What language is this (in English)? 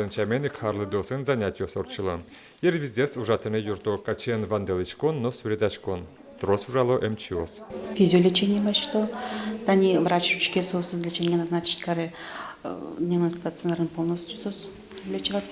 Udmurt